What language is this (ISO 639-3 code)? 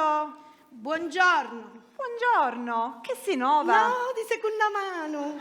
scn